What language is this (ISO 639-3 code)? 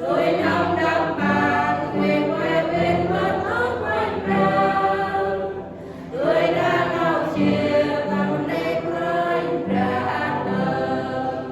cmo